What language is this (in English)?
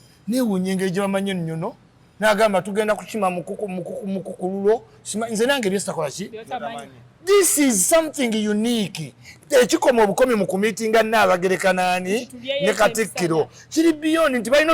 Ganda